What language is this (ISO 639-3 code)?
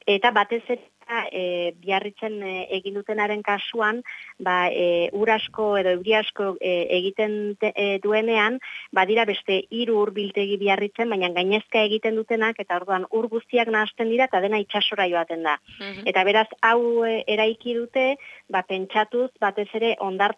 eus